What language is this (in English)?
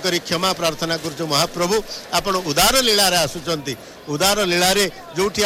Odia